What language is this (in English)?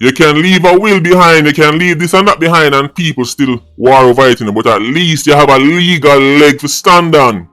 Jamaican Creole English